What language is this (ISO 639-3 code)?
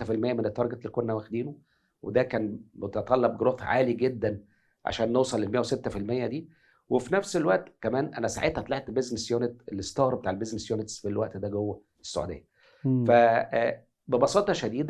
arz